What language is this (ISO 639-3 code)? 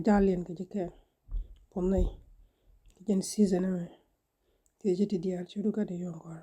nus